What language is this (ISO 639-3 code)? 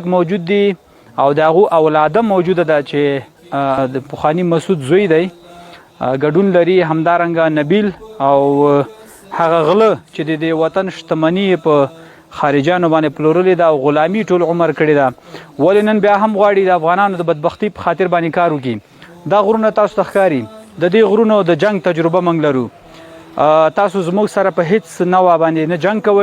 pus